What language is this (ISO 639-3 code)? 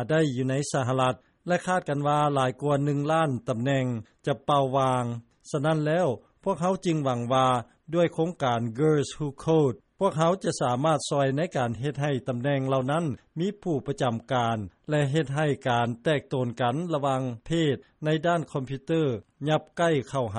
lao